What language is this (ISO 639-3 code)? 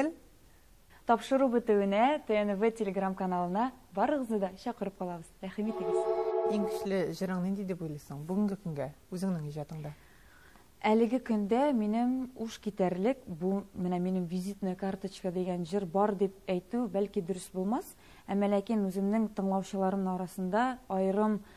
tat